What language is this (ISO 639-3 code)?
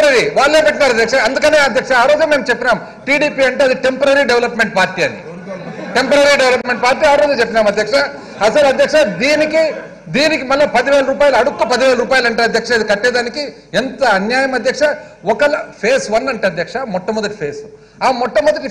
tel